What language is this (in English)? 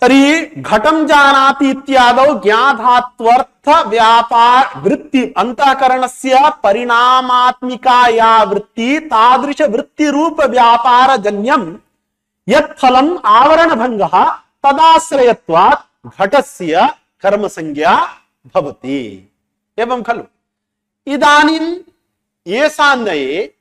Sanskrit